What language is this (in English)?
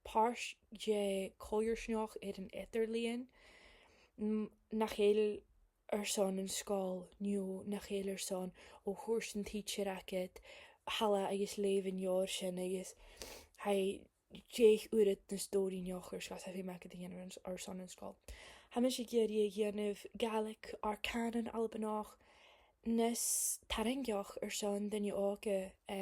Scottish Gaelic